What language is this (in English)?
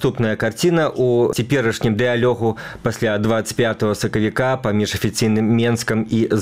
Belarusian